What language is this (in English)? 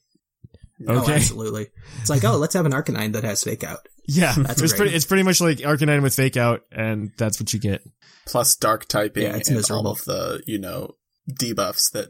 English